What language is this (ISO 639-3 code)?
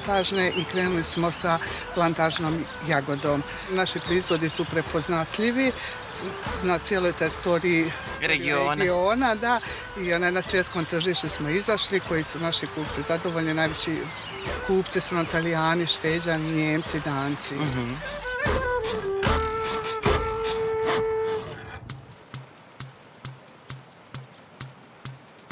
srp